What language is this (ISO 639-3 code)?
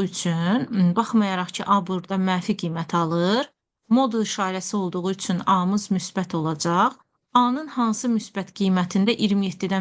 aze